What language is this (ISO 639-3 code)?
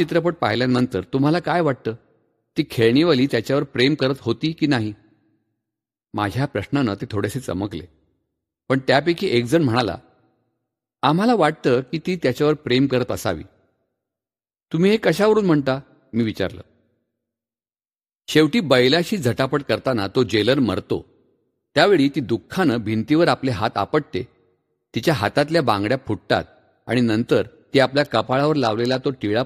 mar